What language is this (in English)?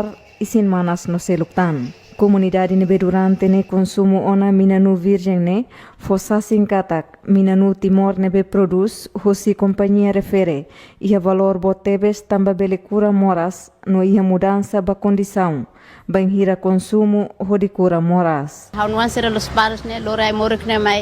Tetum